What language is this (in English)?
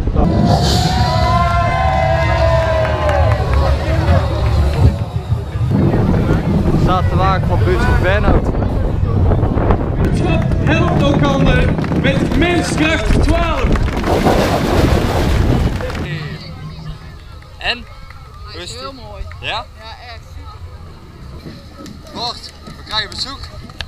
Dutch